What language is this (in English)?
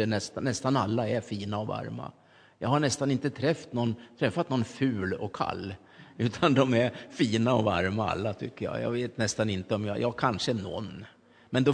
Swedish